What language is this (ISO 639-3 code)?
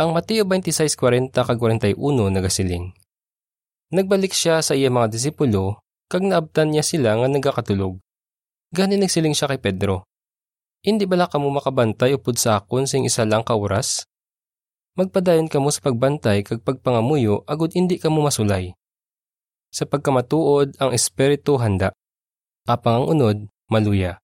hil